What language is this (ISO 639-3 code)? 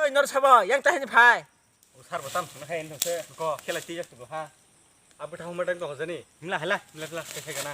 trp